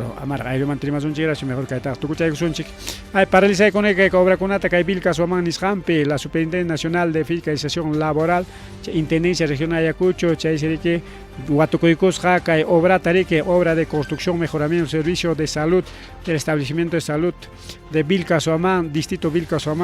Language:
Ayacucho Quechua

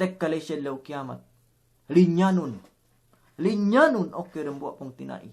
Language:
Yakan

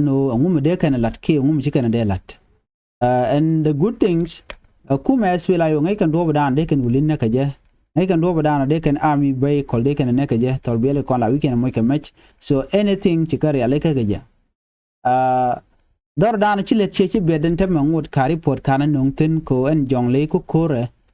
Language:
Nuer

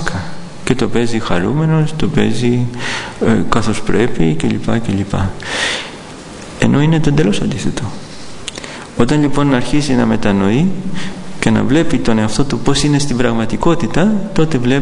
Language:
Greek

